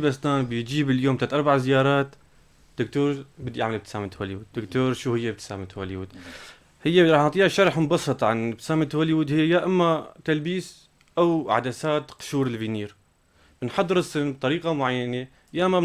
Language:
North Levantine Arabic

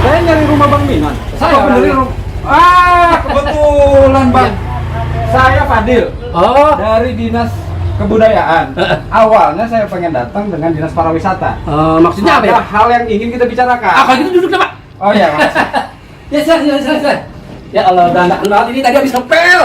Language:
Betawi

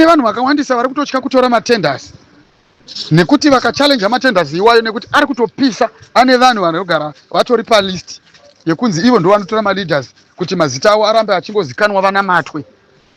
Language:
Shona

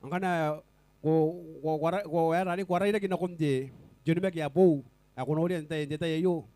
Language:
Gilbertese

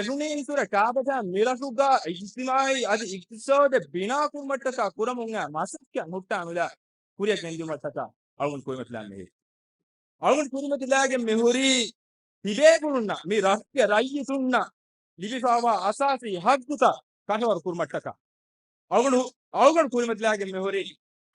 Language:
Divehi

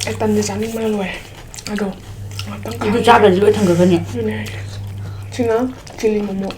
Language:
Manipuri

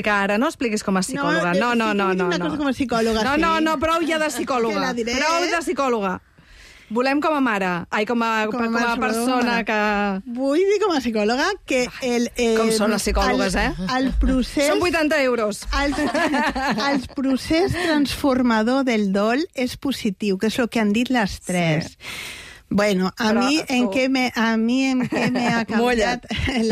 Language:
Catalan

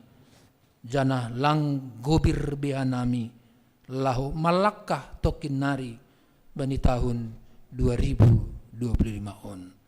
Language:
Batak Simalungun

